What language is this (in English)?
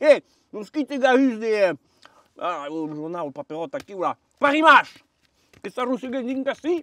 Occitan